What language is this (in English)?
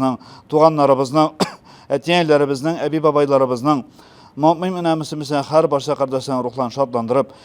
Tatar